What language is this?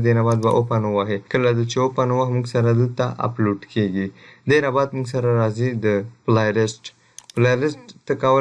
Pashto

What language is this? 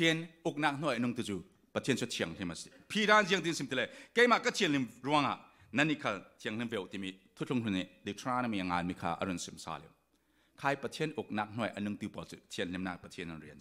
Falam Chin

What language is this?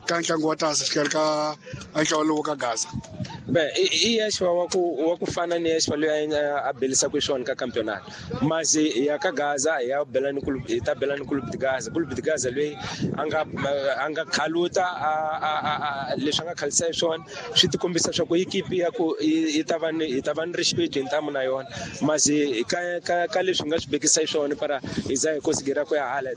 Tsonga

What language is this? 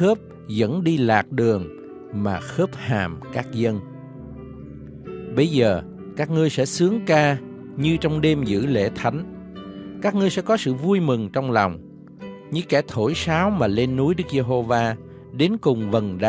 Vietnamese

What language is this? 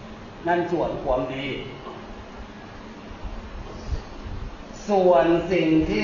Thai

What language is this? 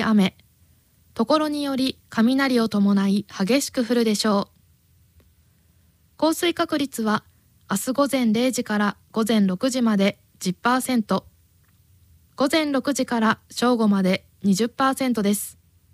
Japanese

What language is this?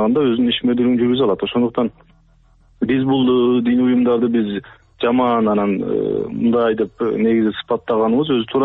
Kyrgyz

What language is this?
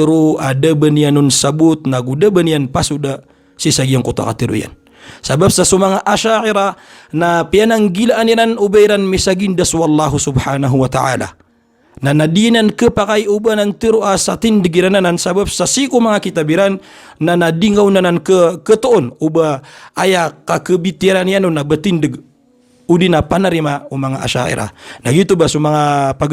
Maranao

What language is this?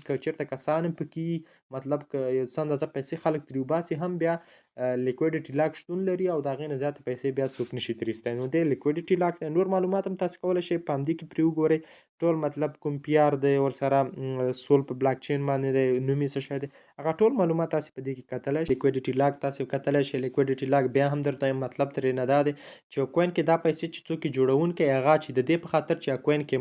Pashto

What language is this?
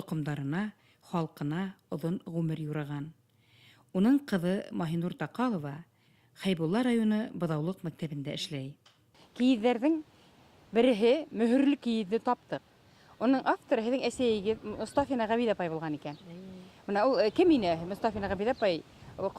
Bashkir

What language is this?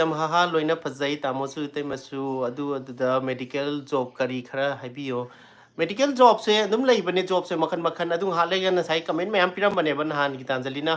Manipuri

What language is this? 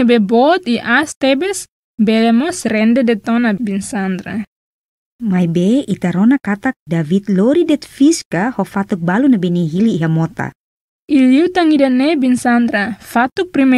Tetum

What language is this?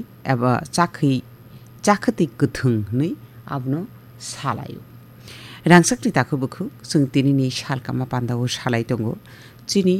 Kok Borok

